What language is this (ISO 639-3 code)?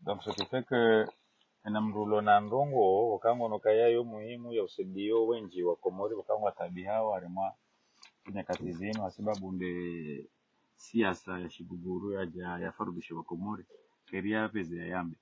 zdj